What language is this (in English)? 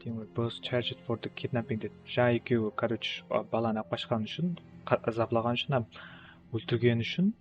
Kara-Kalpak